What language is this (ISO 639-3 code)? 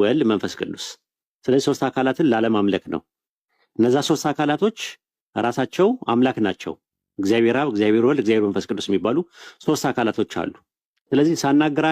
amh